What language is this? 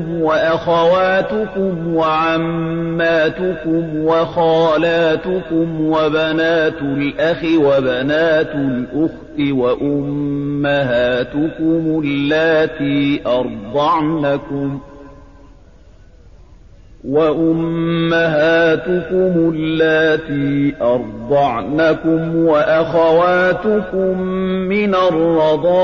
Arabic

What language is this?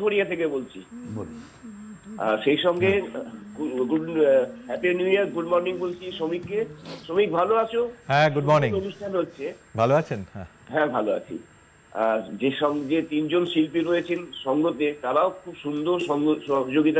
Bangla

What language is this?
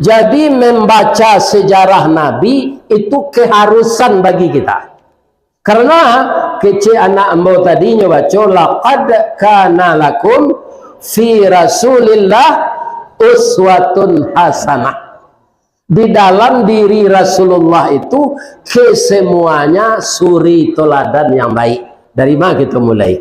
Minangkabau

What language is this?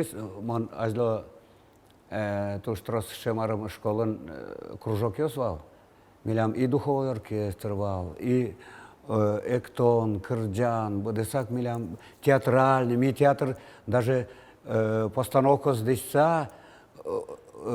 Udmurt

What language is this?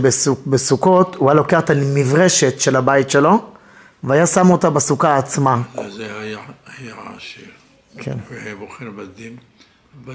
Hebrew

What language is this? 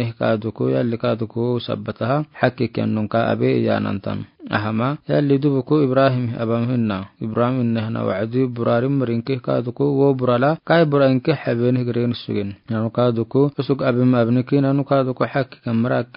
Afar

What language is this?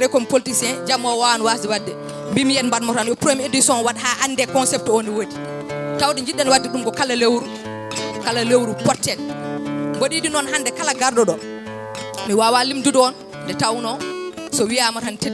Fula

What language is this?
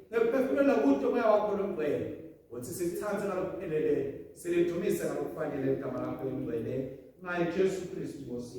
Swati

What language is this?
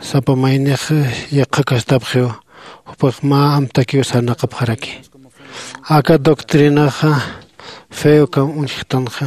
Aymara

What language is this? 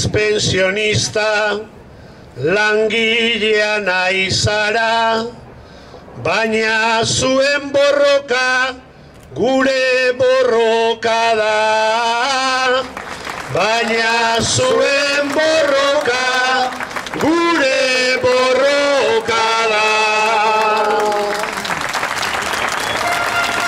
Basque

